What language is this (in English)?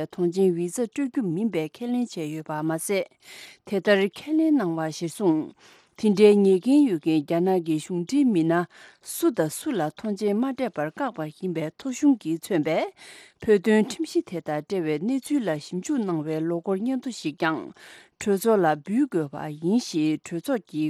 Tibetan